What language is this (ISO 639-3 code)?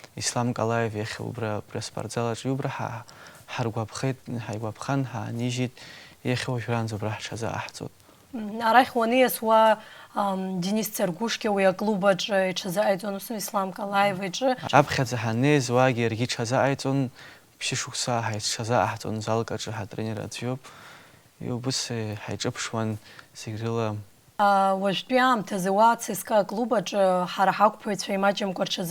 abk